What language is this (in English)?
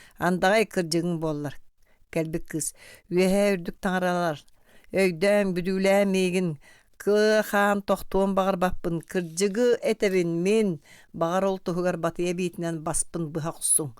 Yakut